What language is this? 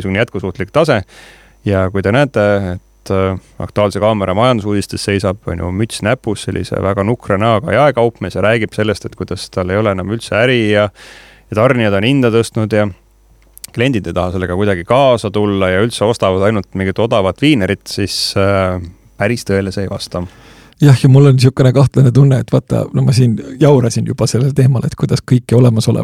Estonian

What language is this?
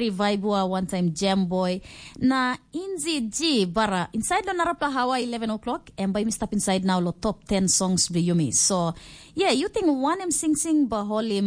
Tok Pisin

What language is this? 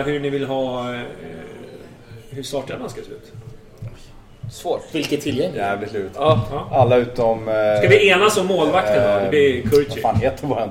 Swedish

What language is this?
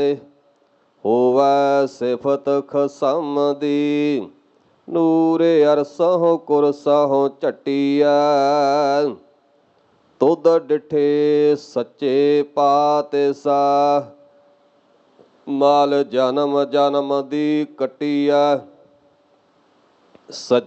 Punjabi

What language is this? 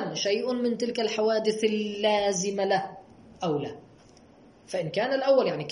Arabic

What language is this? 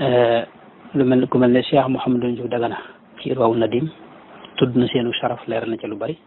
Wolof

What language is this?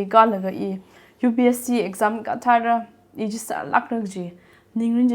Tangkhul Naga (India)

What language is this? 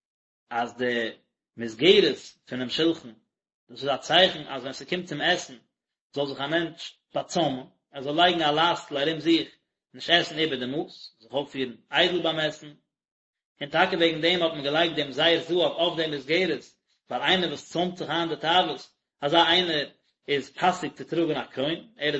Yiddish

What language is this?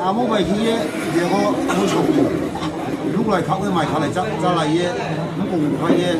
Riang (India)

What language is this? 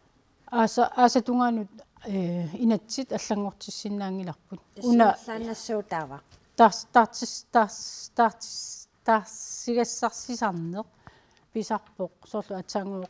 Kalaallisut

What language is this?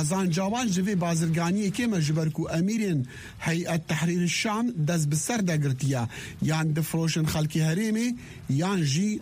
Kurdish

